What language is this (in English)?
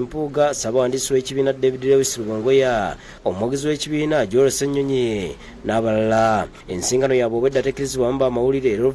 Ganda